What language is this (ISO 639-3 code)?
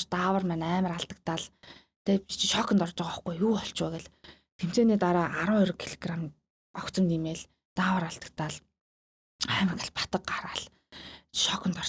mon